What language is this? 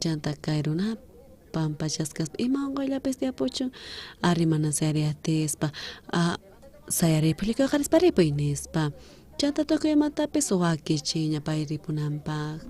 South Bolivian Quechua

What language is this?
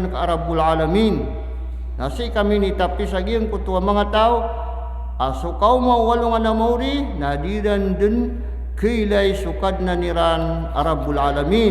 Maranao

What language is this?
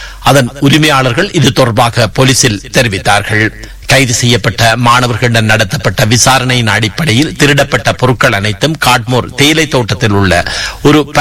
Tamil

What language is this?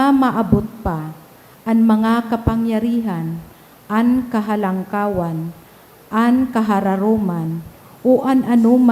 Bikol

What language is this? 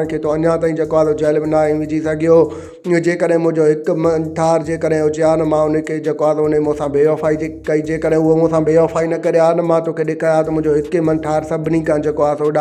Sindhi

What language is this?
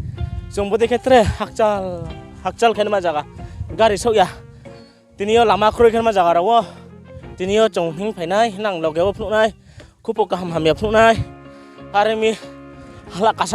Riang (India)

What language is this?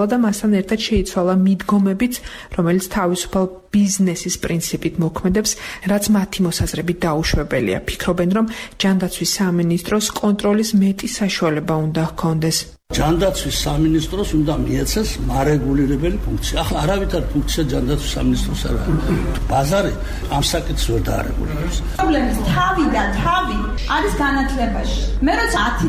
Georgian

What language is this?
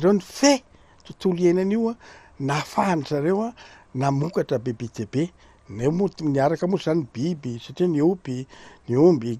Malagasy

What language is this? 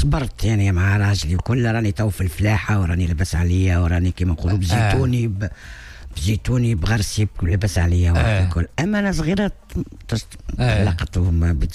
Tunisian Arabic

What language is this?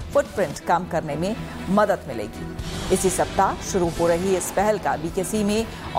Hindi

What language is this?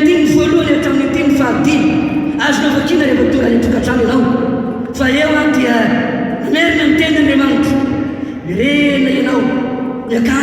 Malagasy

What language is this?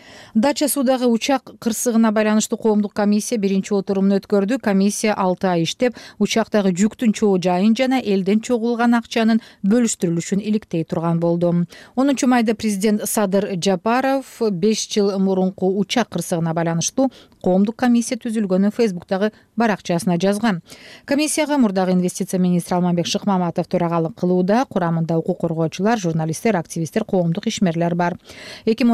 Kyrgyz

